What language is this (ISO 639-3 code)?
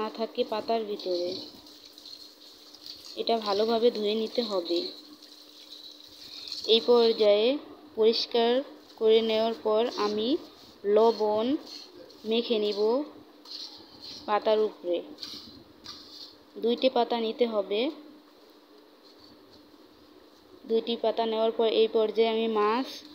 ben